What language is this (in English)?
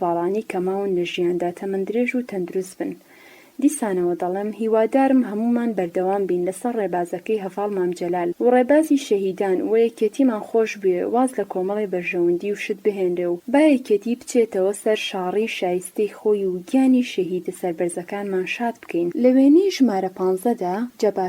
Central Kurdish